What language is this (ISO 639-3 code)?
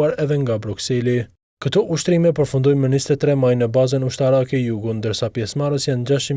sqi